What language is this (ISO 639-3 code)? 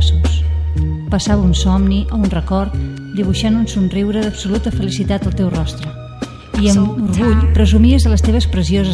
cat